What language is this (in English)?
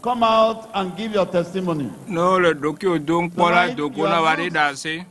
Ewe